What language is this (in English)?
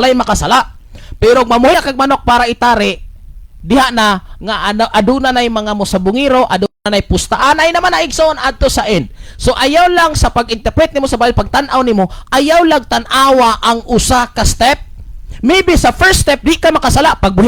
Cebuano